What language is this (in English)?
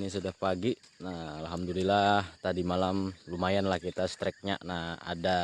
Banjar